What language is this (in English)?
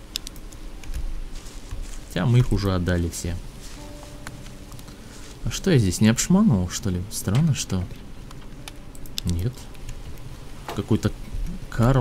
Russian